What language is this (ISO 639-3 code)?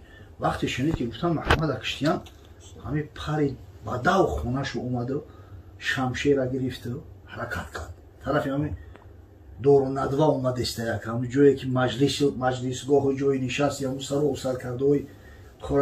tgk